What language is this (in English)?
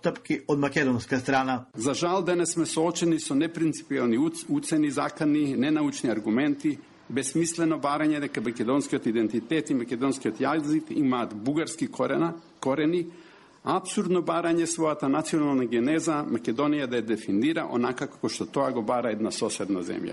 Macedonian